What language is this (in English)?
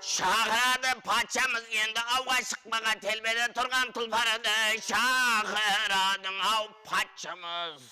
Kara-Kalpak